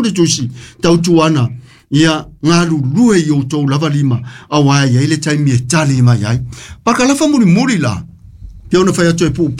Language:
Samoan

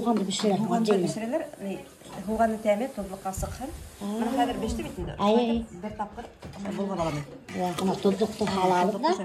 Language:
Bashkir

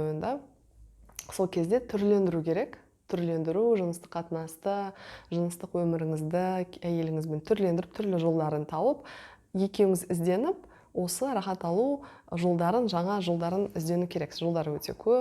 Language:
Kazakh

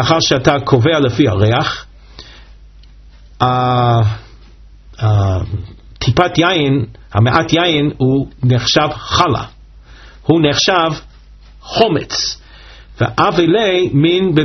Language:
Hebrew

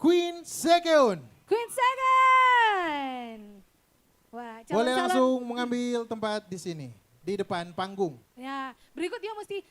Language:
Manado Malay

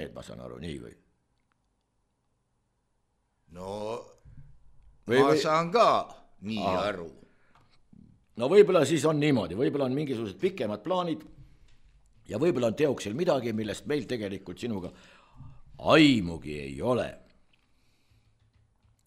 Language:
Estonian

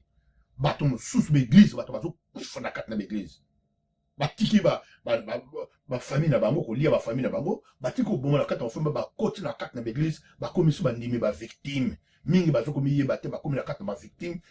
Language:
Lingala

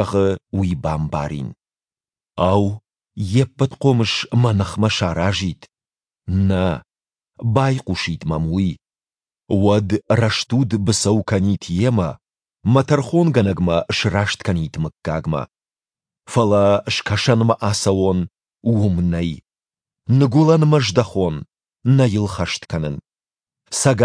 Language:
Ossetic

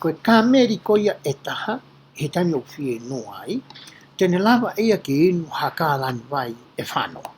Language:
Tongan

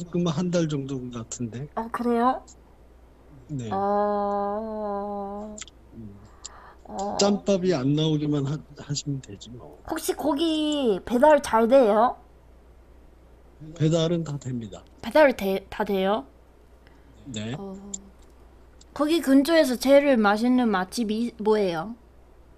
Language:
Korean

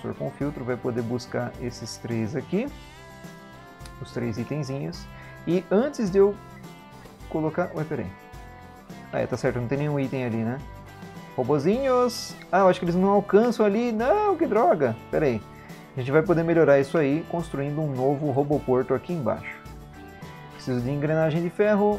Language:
Portuguese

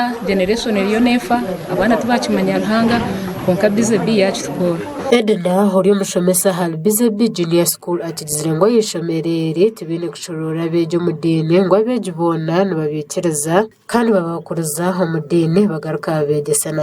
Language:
Nyankole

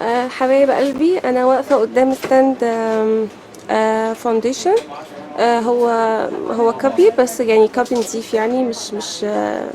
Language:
Egyptian Arabic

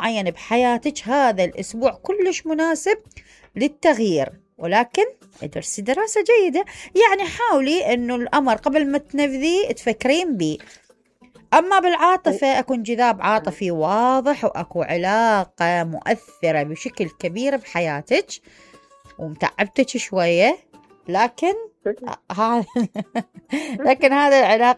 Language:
Mesopotamian Arabic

